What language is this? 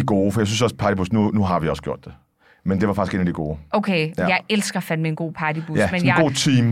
Danish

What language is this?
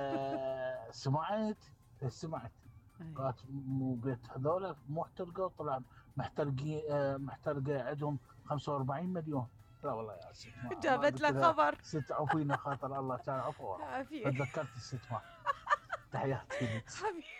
Mesopotamian Arabic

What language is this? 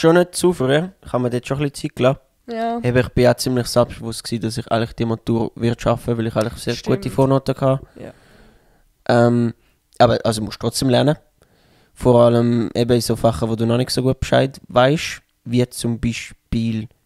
Swiss German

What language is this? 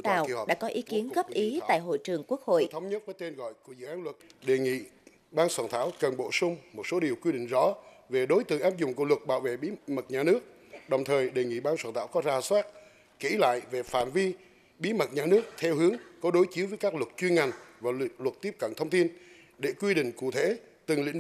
Vietnamese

